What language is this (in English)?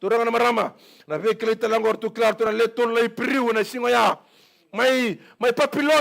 Fijian